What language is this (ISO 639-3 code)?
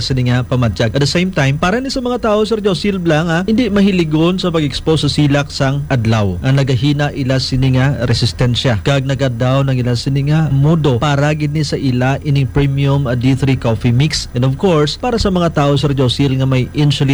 hil